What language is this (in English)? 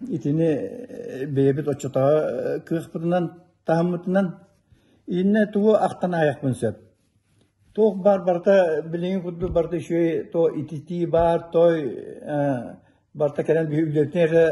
Yakut